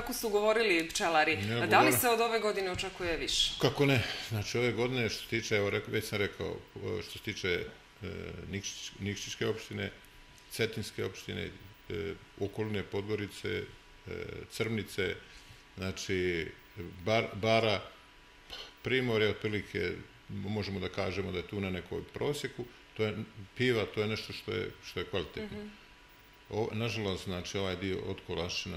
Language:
Serbian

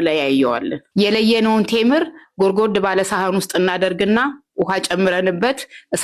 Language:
Amharic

